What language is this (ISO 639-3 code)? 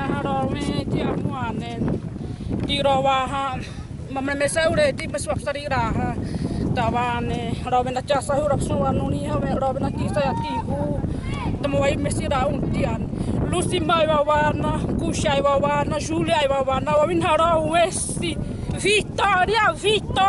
xav